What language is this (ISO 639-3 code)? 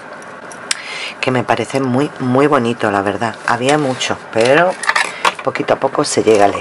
spa